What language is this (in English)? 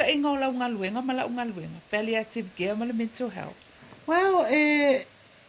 Samoan